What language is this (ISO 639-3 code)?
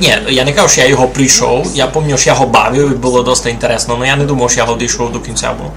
rue